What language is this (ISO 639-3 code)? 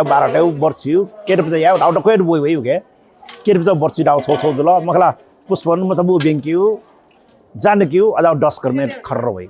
new